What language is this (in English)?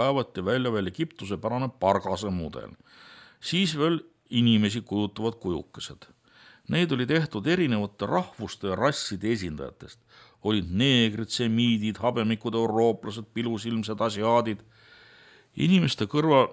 Estonian